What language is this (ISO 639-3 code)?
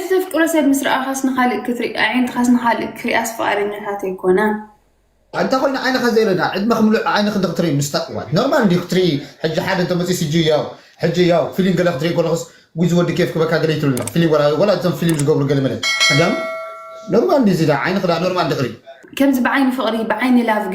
tir